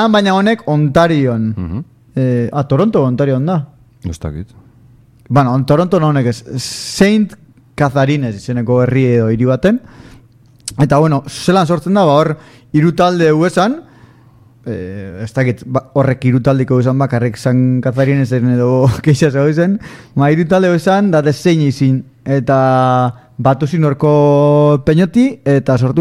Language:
Basque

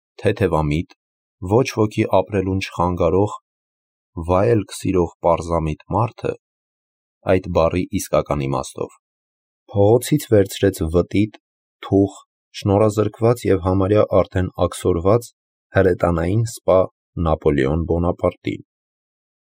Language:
Armenian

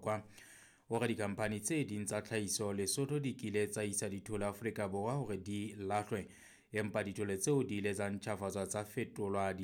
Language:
Southern Sotho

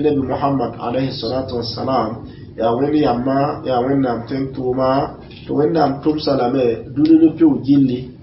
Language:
Mossi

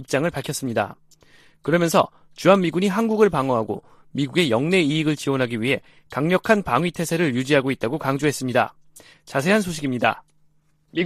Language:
Korean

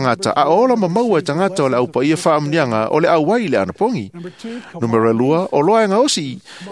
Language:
Samoan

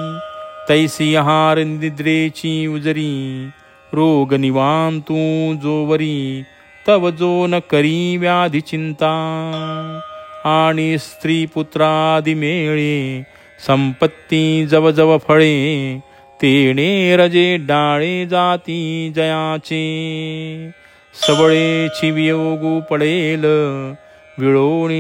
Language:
Marathi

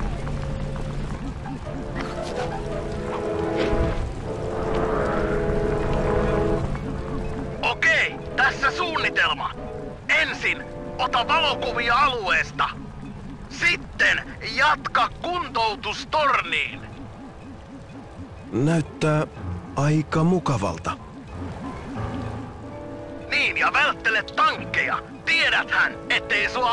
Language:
Finnish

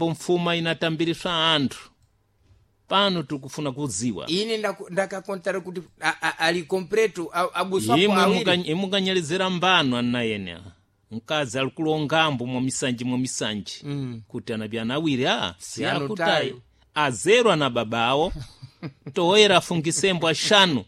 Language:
Sena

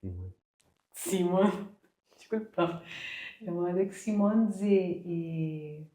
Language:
Kabuverdianu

